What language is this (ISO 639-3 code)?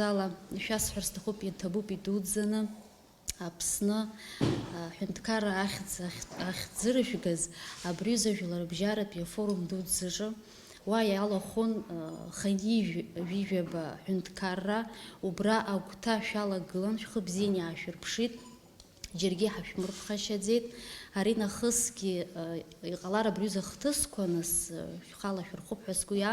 abk